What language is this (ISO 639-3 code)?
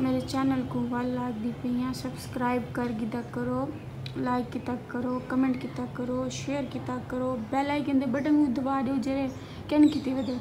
skr